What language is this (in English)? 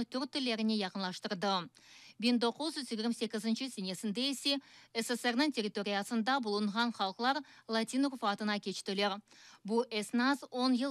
Crimean Tatar